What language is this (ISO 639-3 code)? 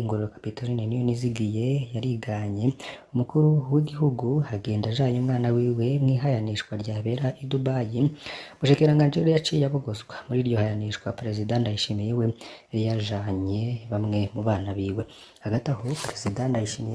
run